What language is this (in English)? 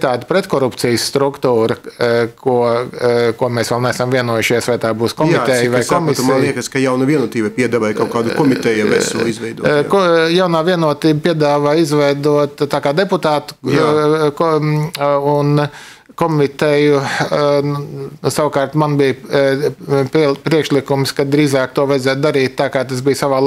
Latvian